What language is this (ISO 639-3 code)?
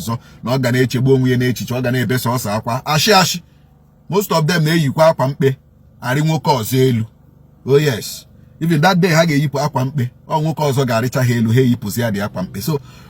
ibo